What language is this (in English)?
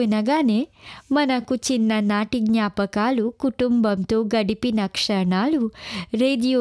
Telugu